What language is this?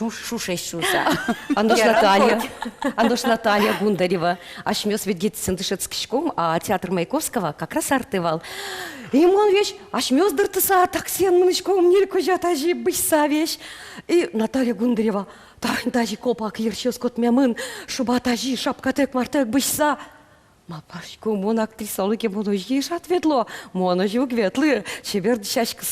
Udmurt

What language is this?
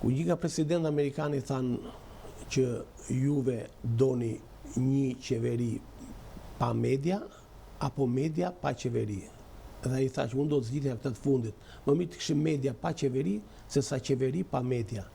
Albanian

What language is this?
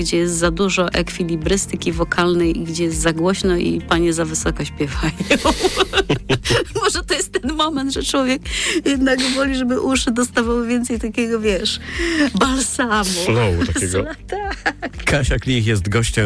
Polish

